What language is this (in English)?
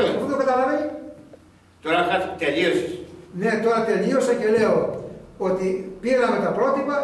Greek